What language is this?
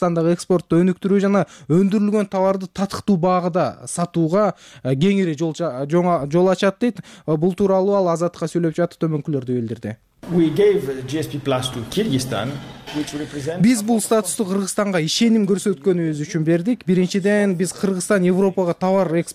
Kyrgyz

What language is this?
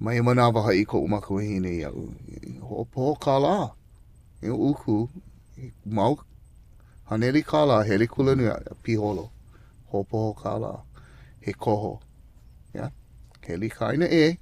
Hawaiian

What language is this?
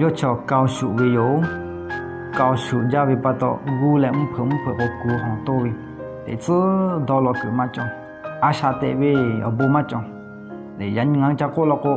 Lahu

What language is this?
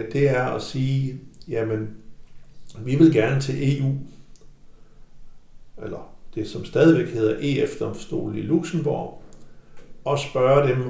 Danish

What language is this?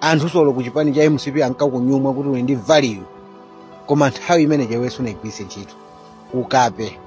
Nyanja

